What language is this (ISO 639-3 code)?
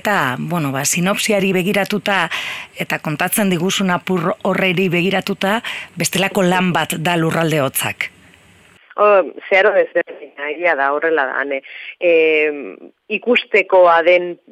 eus